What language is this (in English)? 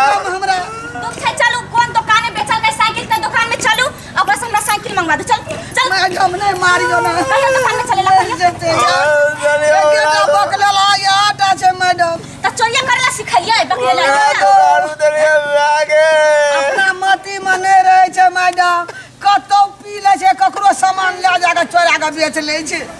Maithili